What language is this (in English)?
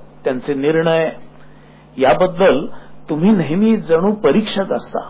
Marathi